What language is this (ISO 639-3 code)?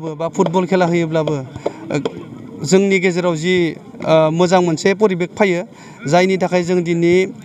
brx